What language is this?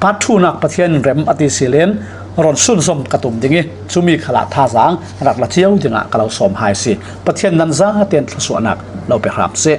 Falam Chin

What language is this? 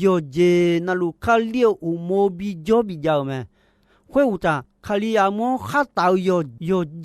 Akha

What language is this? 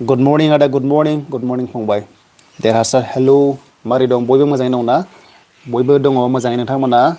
Bodo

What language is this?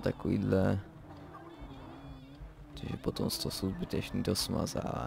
Czech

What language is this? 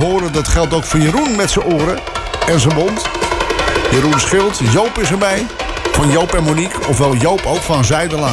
Dutch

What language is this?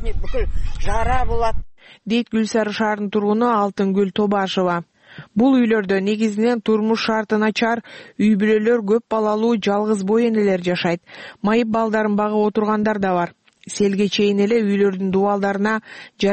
Kyrgyz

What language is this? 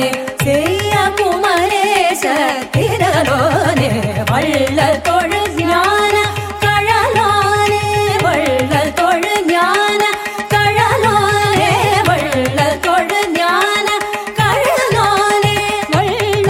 Tamil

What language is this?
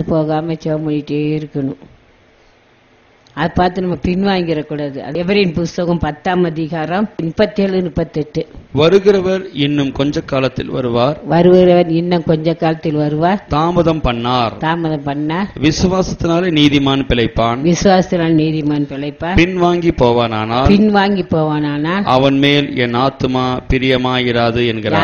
Tamil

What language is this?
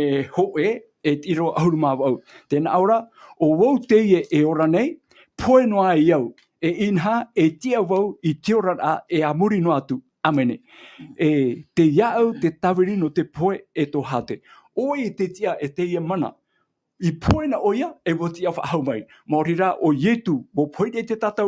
Tahitian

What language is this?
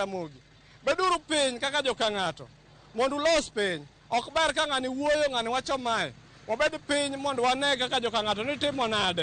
Luo (Kenya and Tanzania)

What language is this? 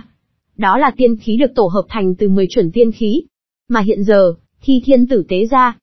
Vietnamese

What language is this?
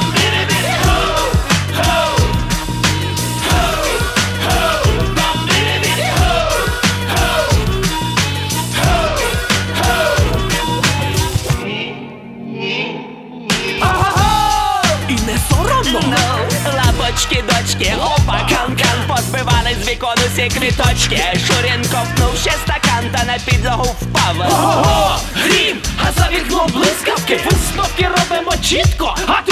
Ukrainian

